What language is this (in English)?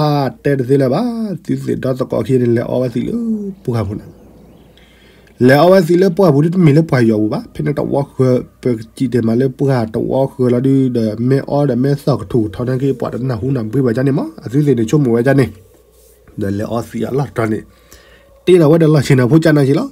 S'gaw Karen